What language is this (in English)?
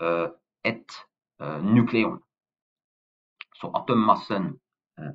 Norwegian